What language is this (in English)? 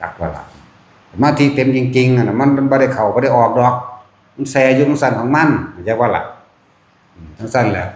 Northeastern Thai